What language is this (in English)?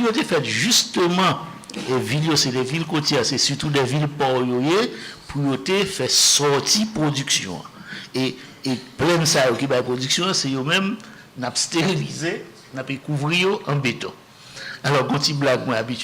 Haitian Creole